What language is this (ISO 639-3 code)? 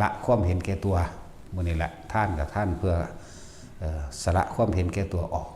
tts